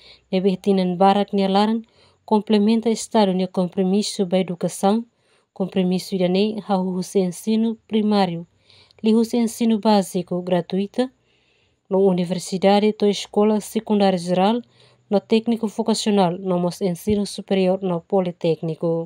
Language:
Tetum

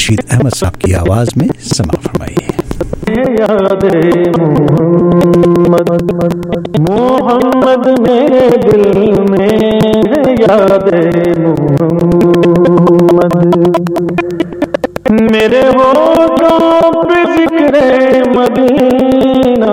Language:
Urdu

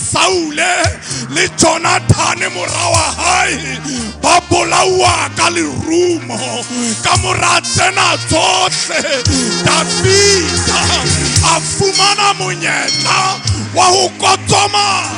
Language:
Southern Sotho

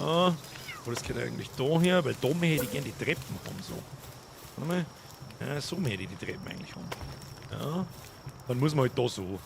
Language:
Bavarian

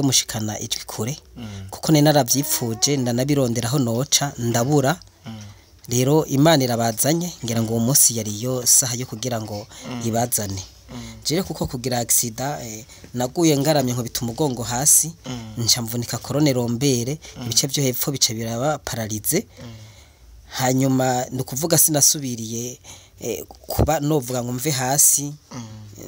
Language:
Rundi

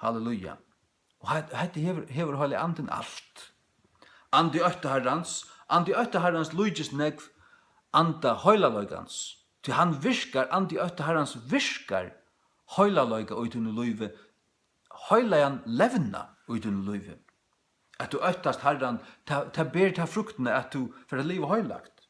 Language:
Faroese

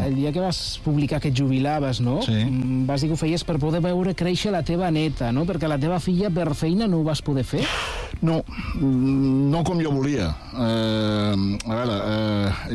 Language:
Catalan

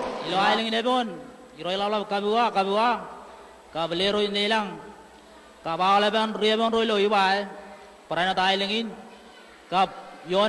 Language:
Marshallese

